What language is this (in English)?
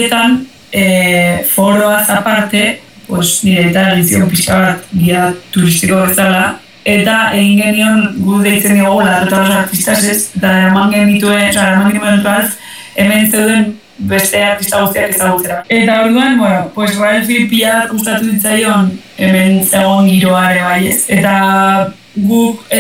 Basque